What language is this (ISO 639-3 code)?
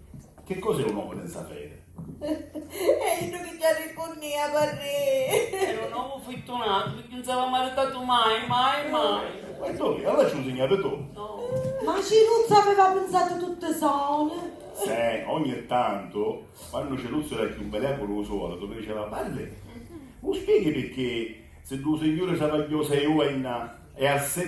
scn